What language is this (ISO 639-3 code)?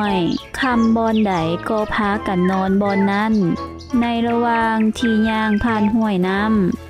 lao